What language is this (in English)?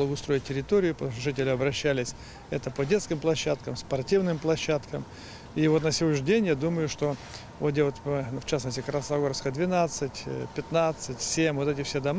Russian